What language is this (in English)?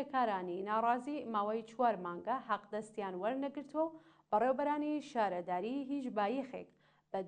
Central Kurdish